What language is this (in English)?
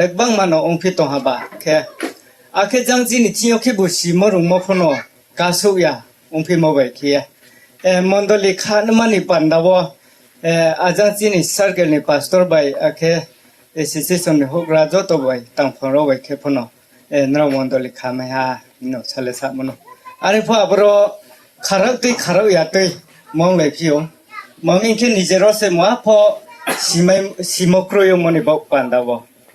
Riang (India)